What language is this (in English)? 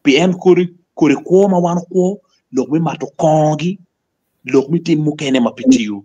Acoli